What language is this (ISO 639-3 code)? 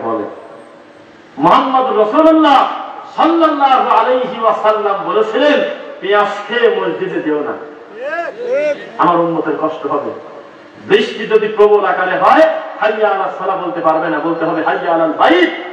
ben